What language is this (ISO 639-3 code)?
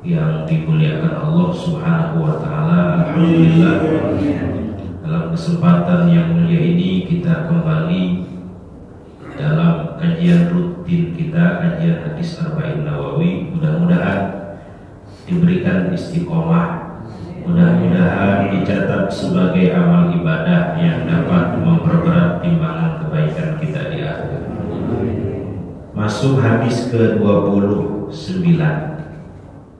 ind